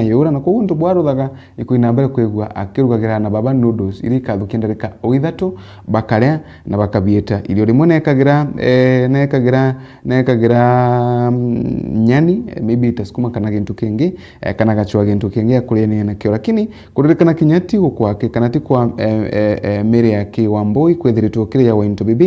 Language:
Meru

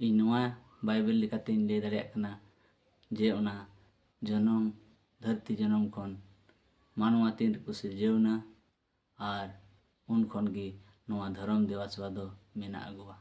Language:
Santali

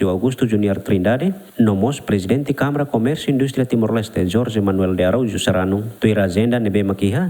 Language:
Tetum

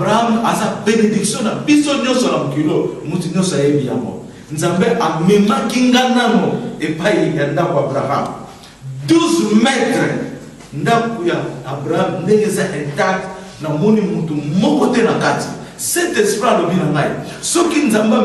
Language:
Lingala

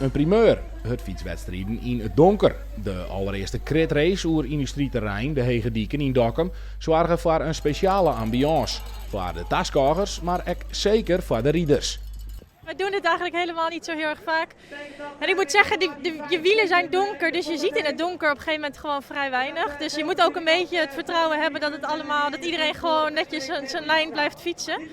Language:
Western Frisian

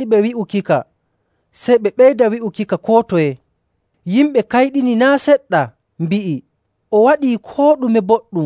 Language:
Nigerian Fulfulde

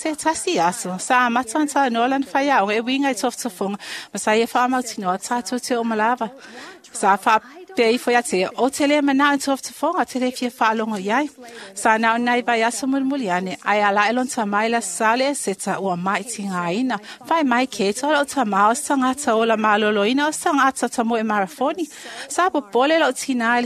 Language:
Samoan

